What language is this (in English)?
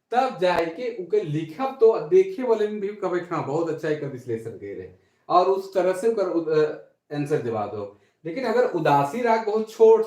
Sadri